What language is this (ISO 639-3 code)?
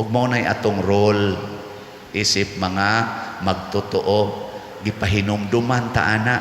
ceb